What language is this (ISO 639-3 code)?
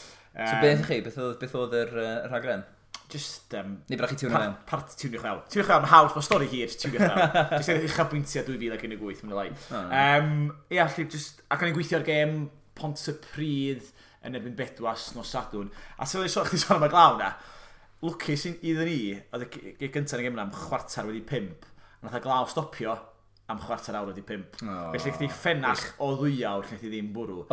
cym